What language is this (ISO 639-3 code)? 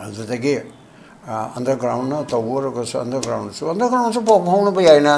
mni